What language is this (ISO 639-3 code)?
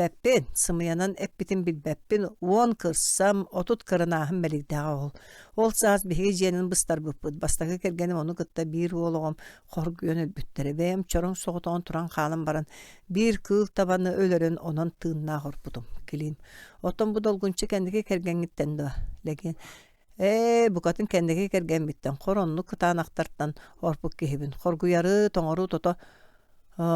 sah